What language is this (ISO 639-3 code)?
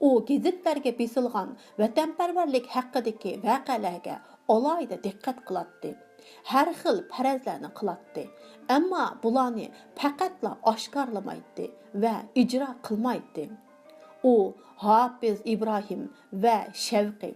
uig